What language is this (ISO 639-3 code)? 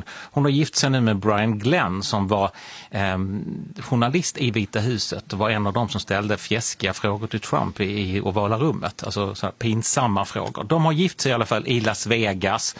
swe